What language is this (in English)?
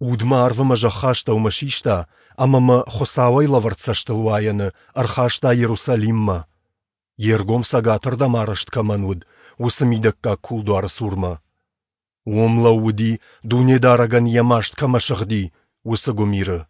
Ossetic